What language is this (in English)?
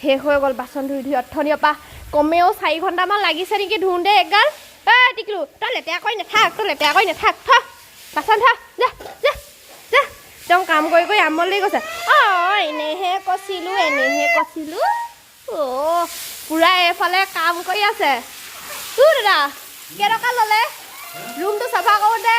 Assamese